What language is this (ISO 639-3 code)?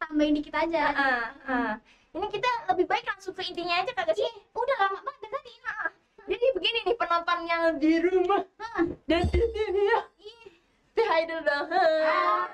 bew